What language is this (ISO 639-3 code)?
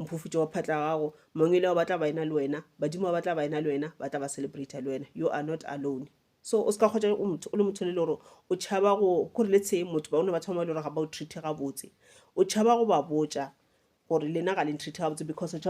nso